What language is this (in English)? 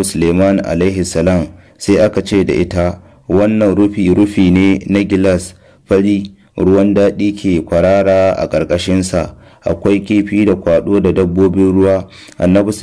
Hausa